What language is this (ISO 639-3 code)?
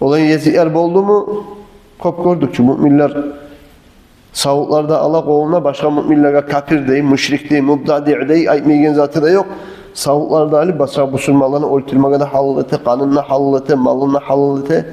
kum